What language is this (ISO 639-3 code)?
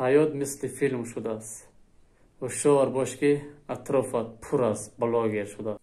tgk